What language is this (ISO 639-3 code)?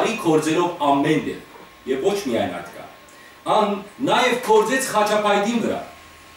hyw